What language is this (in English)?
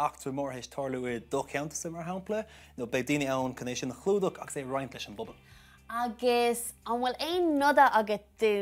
Irish